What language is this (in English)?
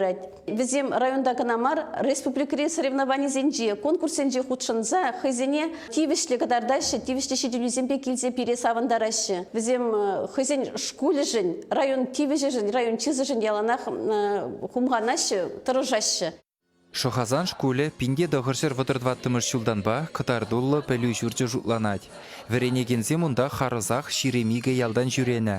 Chuvash